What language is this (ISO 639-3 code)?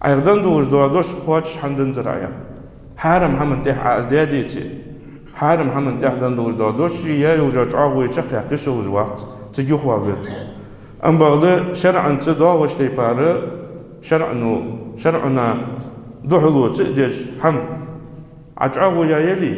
inh